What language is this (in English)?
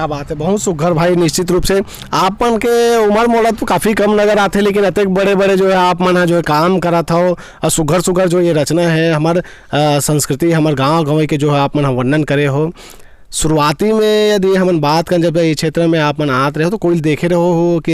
Chhattisgarhi